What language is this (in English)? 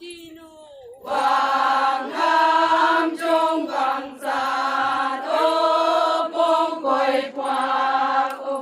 Naga Pidgin